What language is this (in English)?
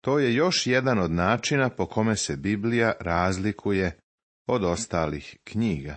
Serbian